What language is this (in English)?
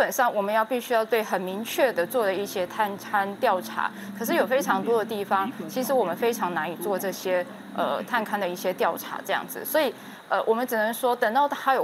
Chinese